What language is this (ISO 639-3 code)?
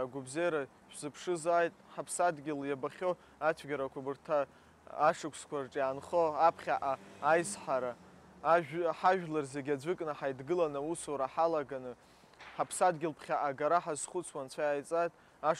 abk